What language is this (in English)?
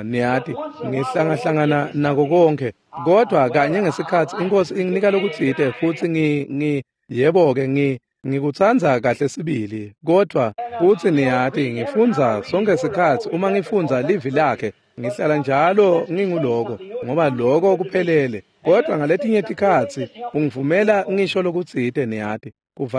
Swati